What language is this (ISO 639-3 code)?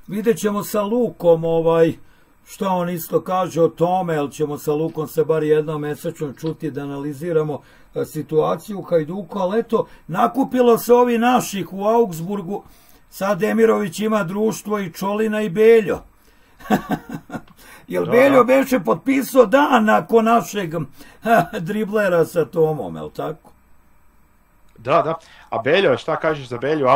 hrv